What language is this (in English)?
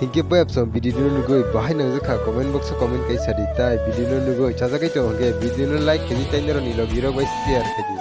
Kok Borok